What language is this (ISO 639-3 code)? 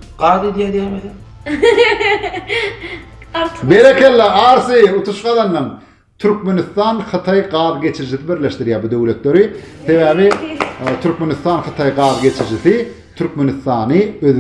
tuk